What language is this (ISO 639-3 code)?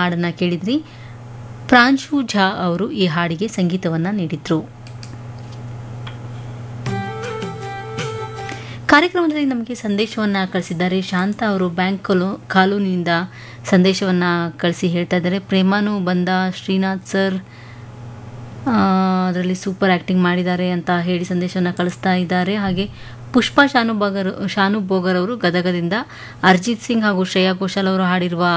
kan